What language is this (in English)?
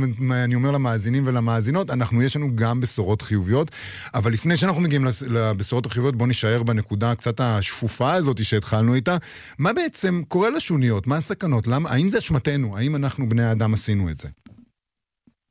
Hebrew